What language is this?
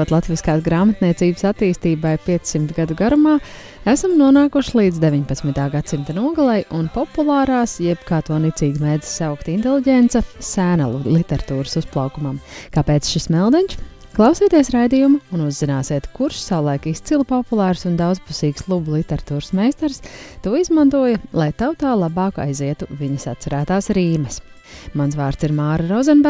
Latvian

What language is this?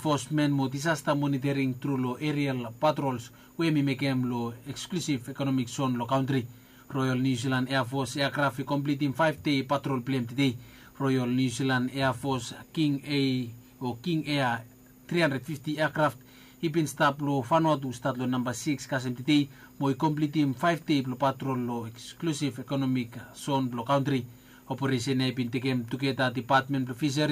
Bislama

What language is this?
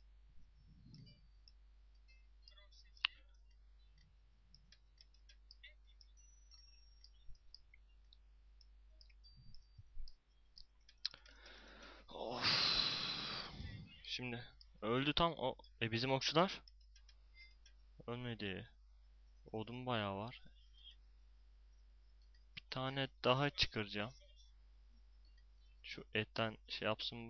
Turkish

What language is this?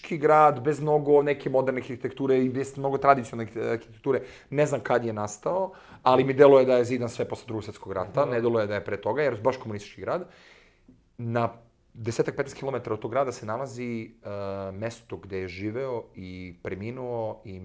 Serbian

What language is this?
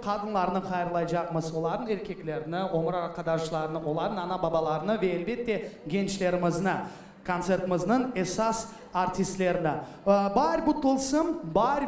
Crimean Tatar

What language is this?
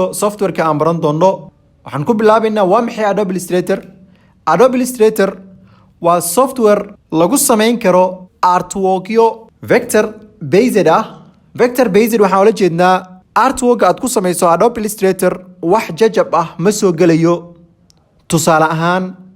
Somali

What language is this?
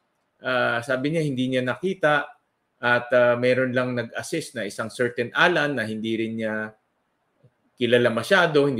Filipino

